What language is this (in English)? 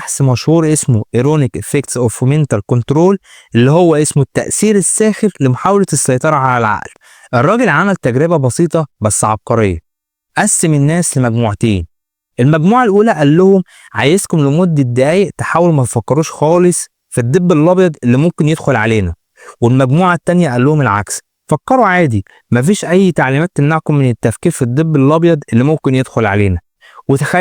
Egyptian Arabic